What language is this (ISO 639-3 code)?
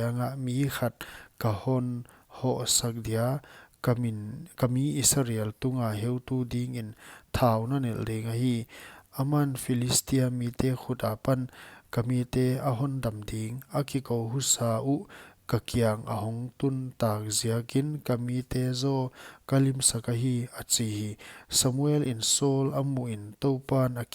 pck